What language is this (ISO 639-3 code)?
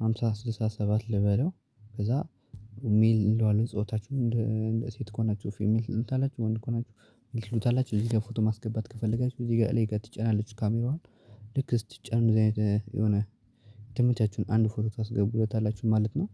amh